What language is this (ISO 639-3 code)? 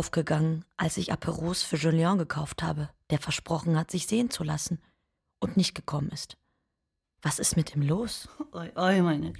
deu